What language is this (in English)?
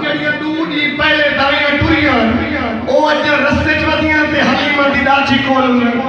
Saraiki